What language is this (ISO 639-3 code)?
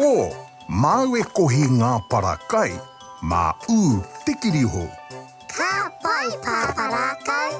mri